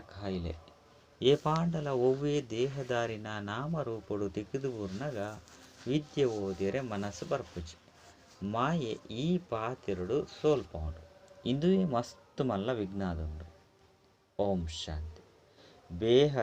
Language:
Tulu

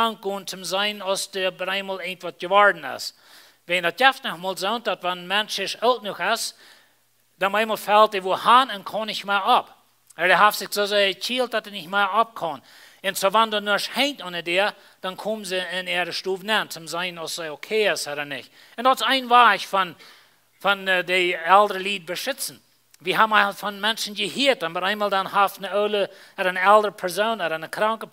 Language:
Plautdietsch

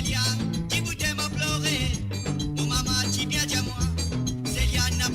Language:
Morisyen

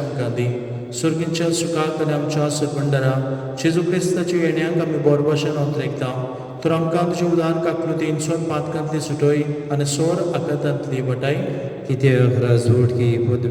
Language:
Konkani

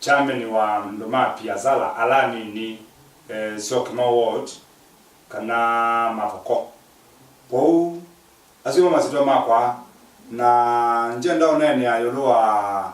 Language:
Kamba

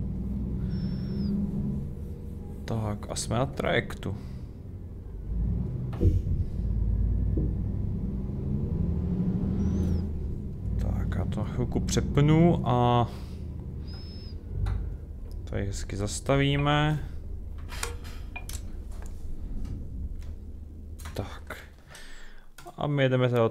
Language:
Czech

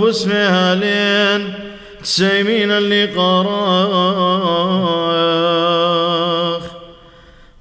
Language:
Classical Syriac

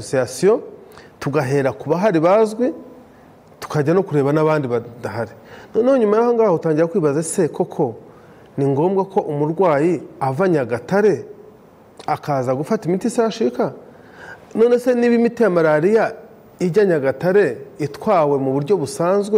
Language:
Kinyarwanda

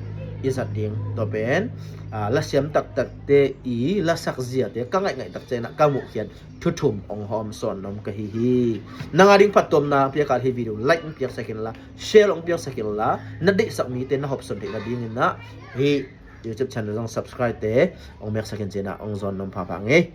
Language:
Tedim Chin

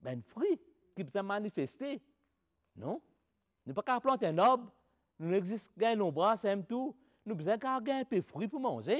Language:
Morisyen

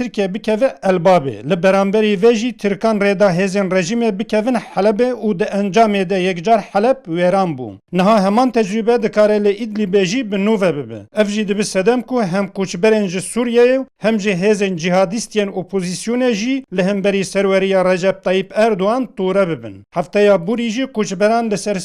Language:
Kurdish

